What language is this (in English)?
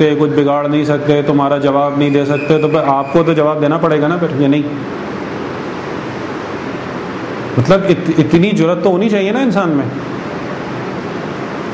Urdu